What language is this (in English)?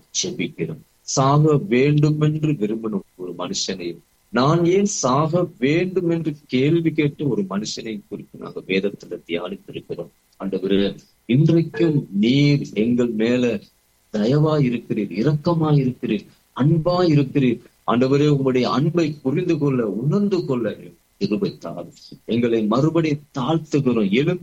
Tamil